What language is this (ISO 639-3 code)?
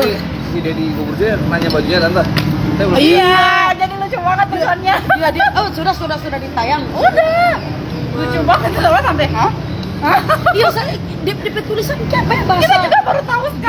xmm